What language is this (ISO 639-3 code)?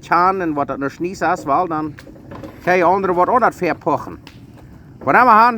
pdt